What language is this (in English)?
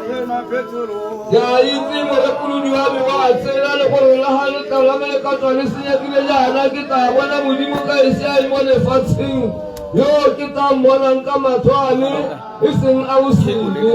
Tswana